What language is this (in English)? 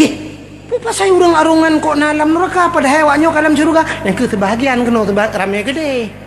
Achinese